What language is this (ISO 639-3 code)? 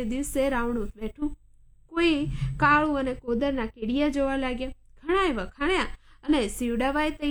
guj